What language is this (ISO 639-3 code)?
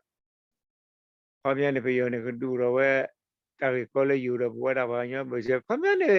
ksw